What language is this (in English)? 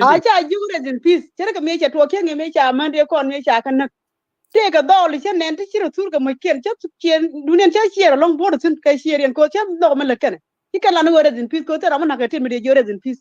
Nuer